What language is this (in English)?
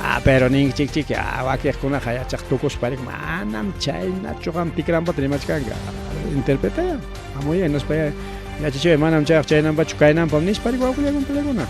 Ayacucho Quechua